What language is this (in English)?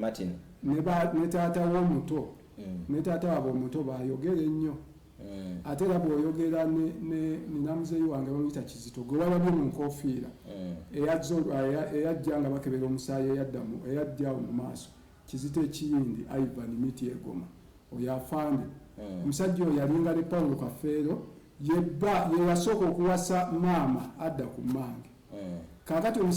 Ganda